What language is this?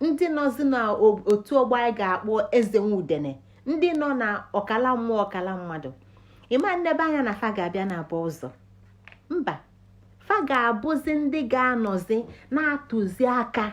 Igbo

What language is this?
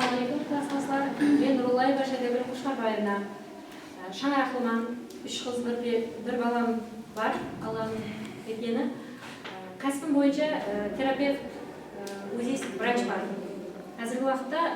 Kara-Kalpak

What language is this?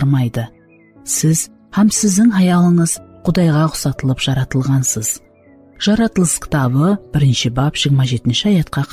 Kara-Kalpak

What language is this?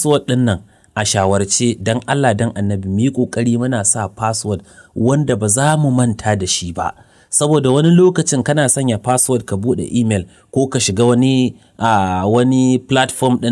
Hausa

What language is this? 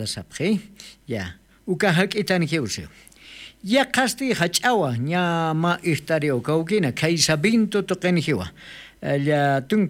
Aymara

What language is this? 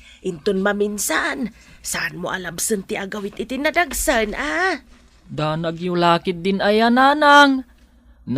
Iloko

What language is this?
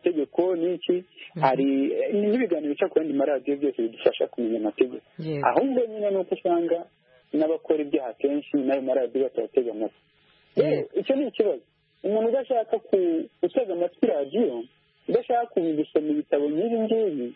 Kinyarwanda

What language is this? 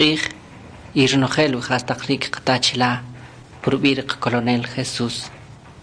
Kʼicheʼ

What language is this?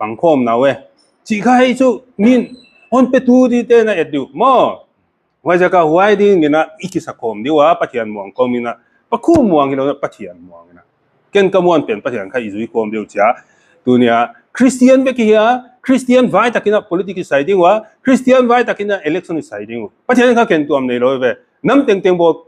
Paite Chin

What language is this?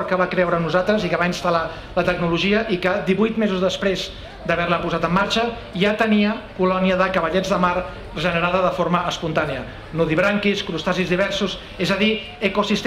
Catalan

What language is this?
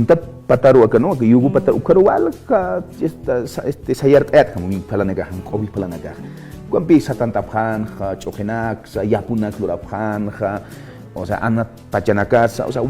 Aymara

